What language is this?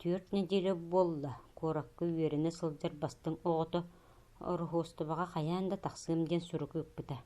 Yakut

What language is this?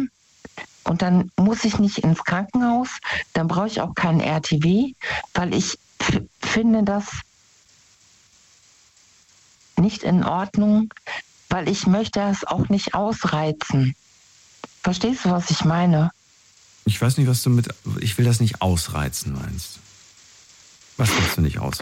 German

